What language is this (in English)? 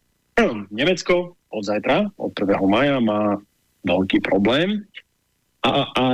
Slovak